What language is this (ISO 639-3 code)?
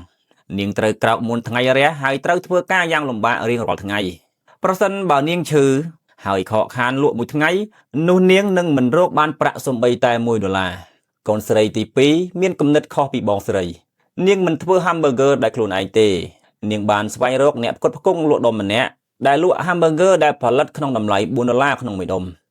khm